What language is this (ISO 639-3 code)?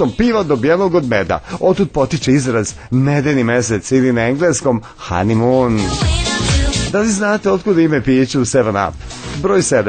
srp